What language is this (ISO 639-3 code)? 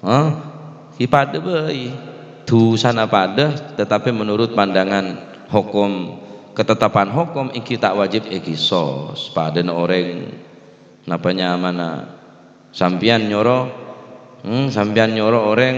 mad